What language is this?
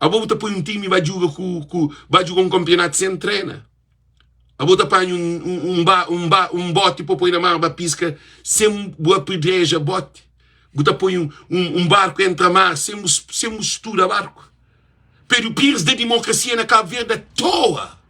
Kabuverdianu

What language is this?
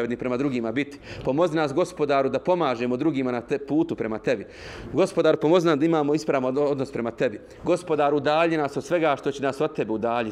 Bosnian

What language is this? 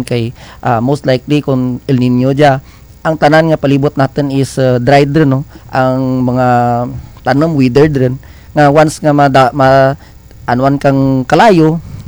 Kinaray-a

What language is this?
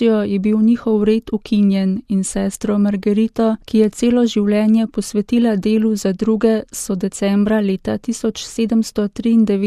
Slovenian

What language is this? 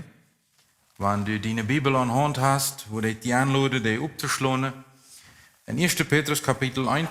Plautdietsch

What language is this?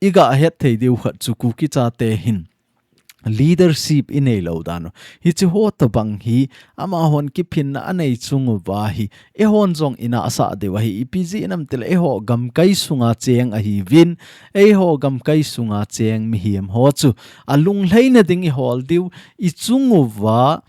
Thado Chin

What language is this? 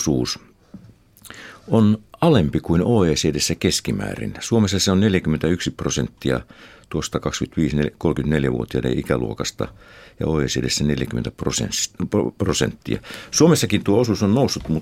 Finnish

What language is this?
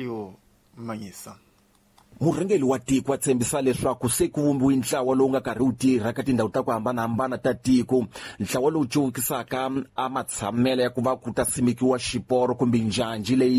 Tsonga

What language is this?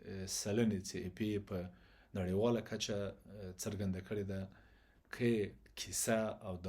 Pashto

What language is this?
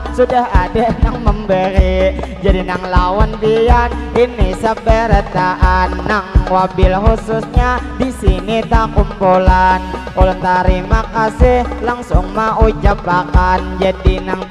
Banjar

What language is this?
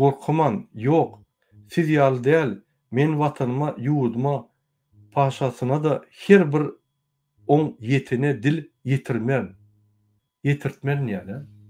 Turkmen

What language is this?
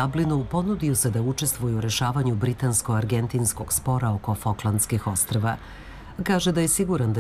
Serbian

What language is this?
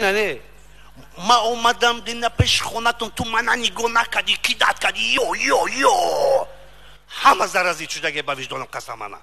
Tajik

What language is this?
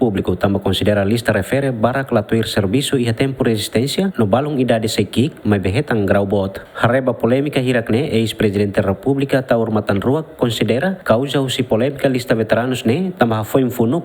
Tetum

